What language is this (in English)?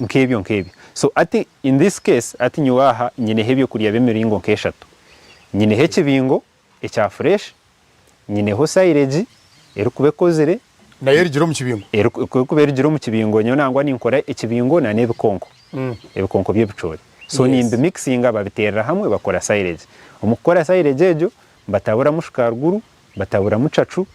Nyankole